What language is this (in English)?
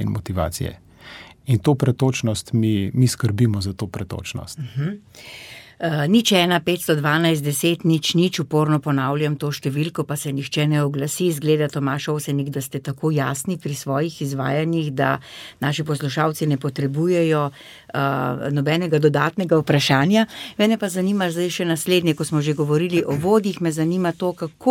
Slovenian